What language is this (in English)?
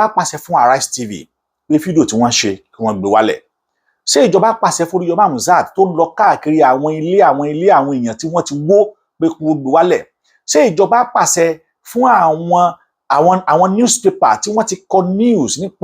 Yoruba